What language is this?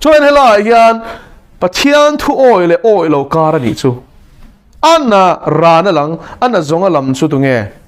Mizo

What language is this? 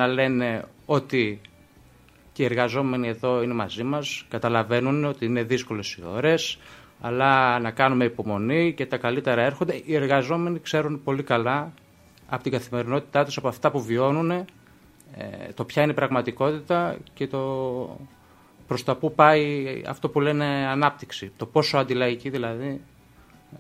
Greek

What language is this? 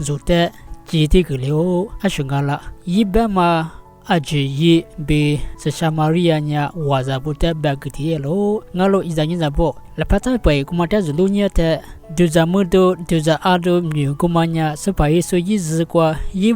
Lisu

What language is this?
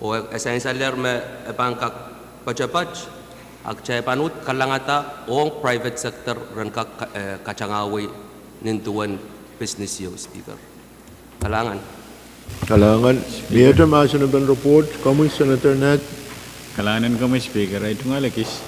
Pohnpeian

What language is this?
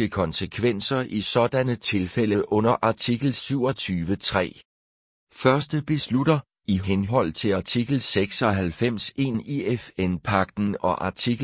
Danish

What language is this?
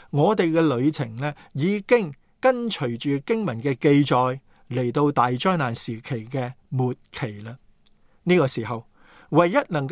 Cantonese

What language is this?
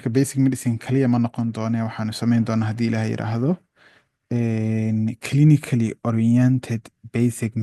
Somali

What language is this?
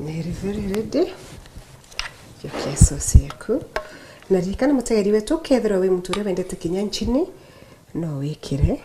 Meru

